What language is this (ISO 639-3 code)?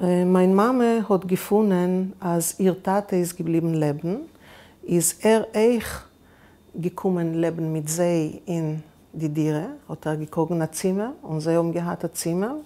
yid